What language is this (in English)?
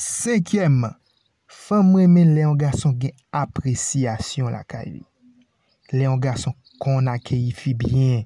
Haitian Creole